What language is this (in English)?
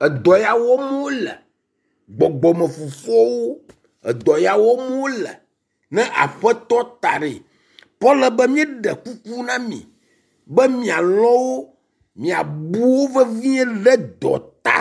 Ewe